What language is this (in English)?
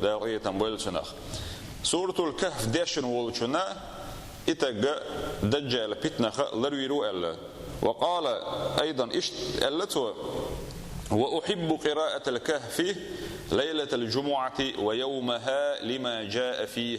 Chechen